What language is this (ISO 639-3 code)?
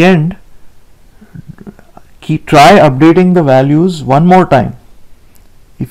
eng